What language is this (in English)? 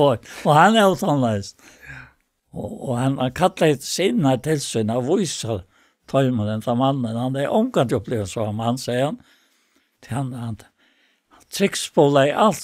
Faroese